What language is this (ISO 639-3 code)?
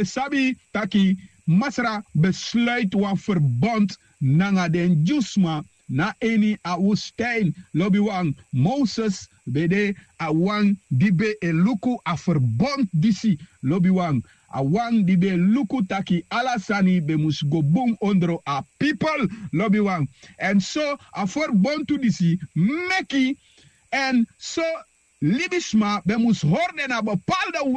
srn